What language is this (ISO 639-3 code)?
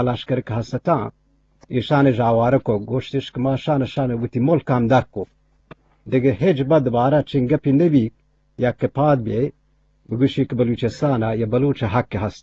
bgp